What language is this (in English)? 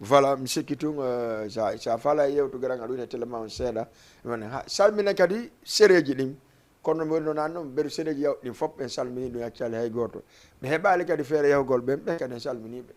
Fula